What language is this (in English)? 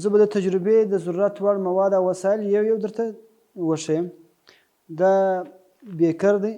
Pashto